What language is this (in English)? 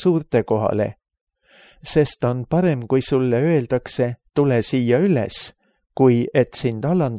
Estonian